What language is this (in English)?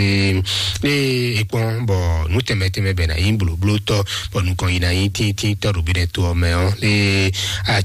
Fon